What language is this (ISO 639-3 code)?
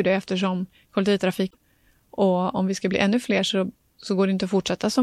swe